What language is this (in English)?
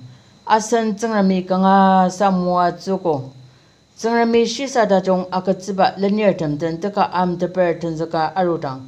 Ao Naga